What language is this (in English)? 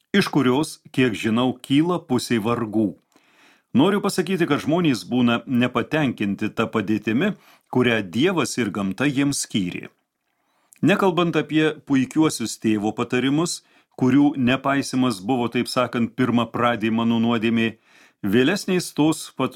Lithuanian